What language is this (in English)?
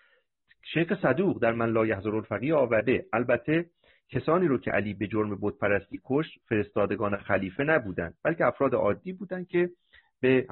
Persian